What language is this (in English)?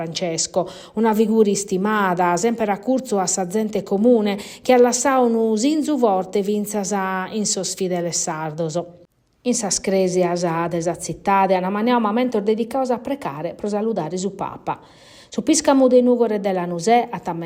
Sardinian